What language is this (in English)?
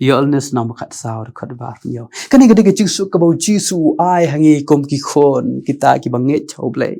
Khasi